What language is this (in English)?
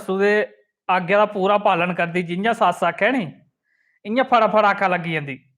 Dogri